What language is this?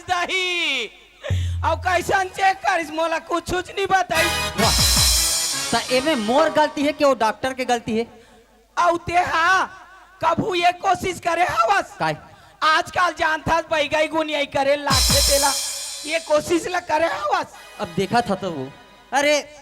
Chhattisgarhi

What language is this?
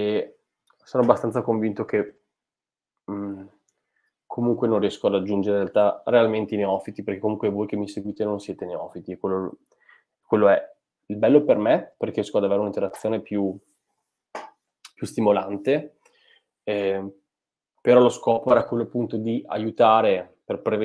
Italian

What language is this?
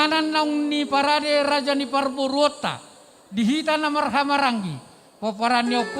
Batak Toba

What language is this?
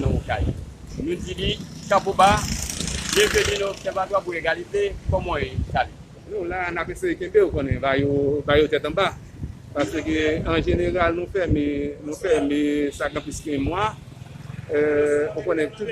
Haitian Creole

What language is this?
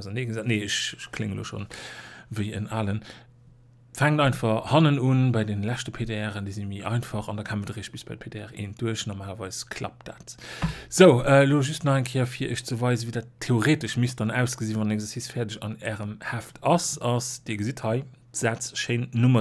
Luxembourgish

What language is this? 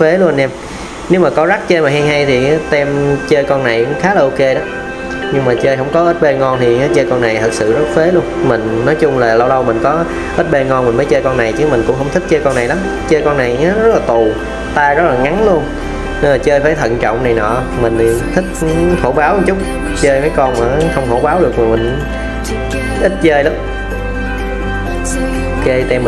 Vietnamese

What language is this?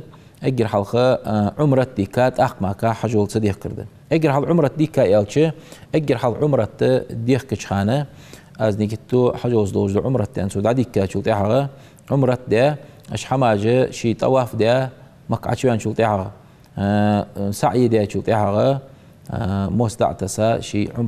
Ingush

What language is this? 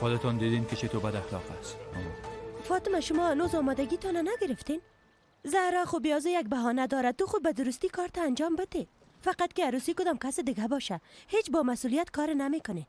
Persian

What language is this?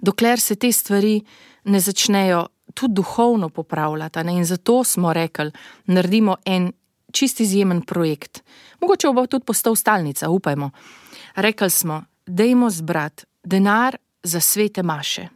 Slovenian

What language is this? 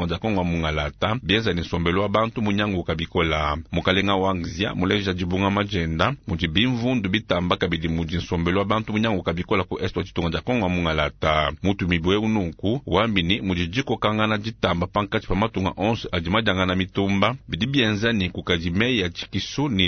Luba-Lulua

